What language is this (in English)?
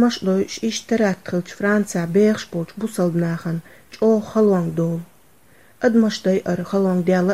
Chechen